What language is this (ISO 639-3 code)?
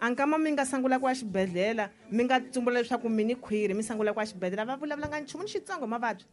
tso